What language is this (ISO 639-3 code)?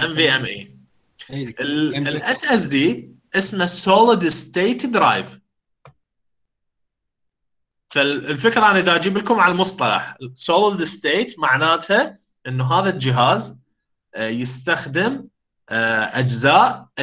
acm